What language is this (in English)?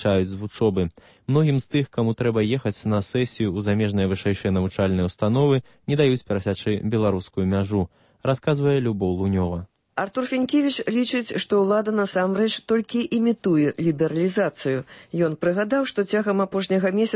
Belarusian